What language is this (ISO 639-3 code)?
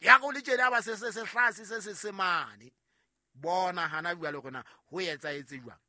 sot